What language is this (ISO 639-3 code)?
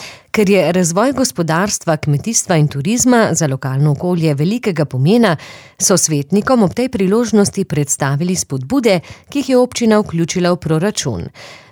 slv